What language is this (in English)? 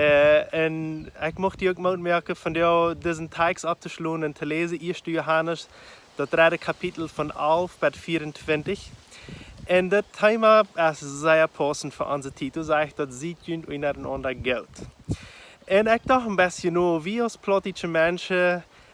Plautdietsch